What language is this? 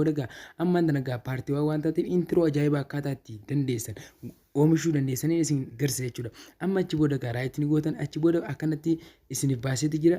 Oromo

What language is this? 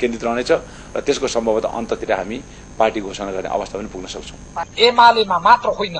Nepali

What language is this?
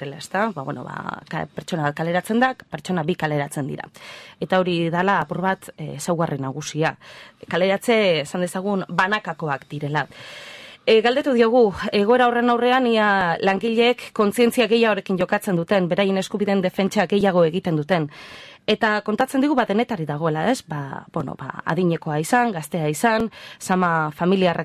Basque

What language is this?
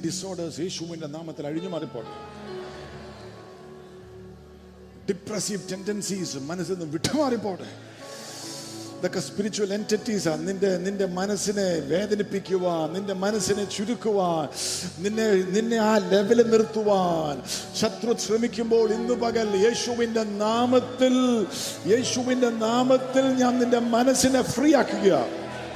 Malayalam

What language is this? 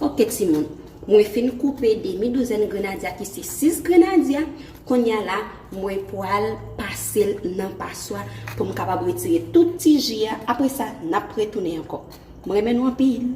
Haitian Creole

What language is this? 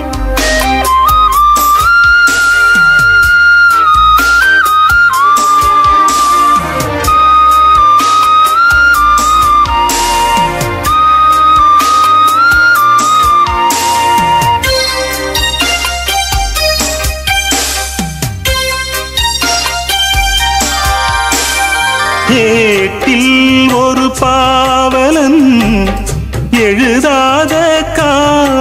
Tamil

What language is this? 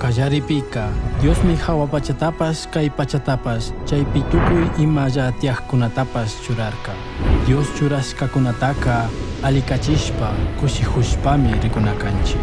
Chimborazo Highland Quichua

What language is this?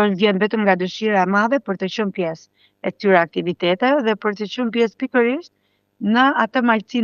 Albanian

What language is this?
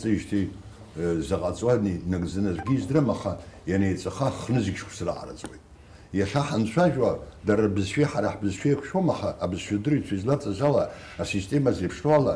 Abkhazian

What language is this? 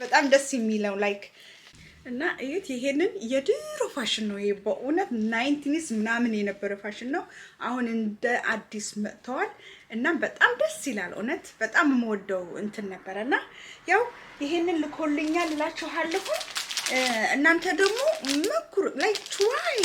Amharic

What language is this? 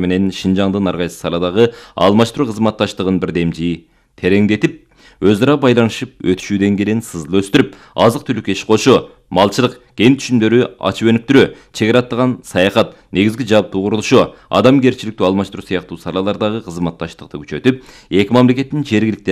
Kyrgyz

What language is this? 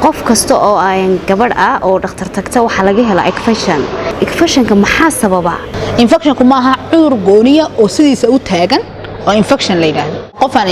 Somali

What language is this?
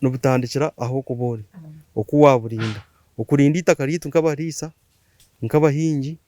Nyankole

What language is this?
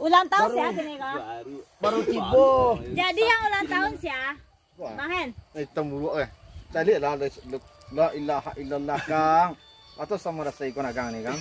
Minangkabau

